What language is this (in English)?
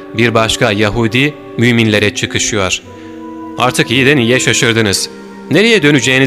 Turkish